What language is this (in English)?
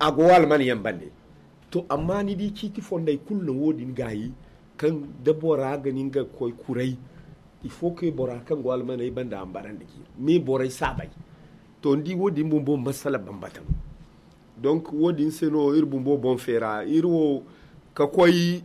Zarma